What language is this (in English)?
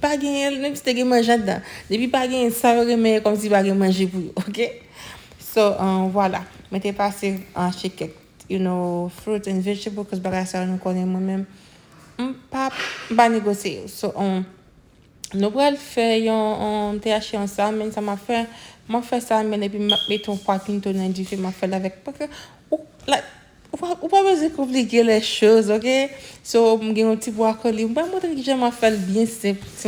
Haitian Creole